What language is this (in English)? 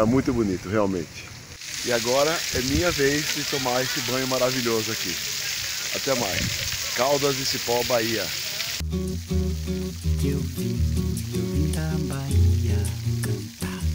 Portuguese